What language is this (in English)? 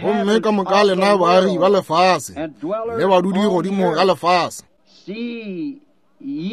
Northern Sotho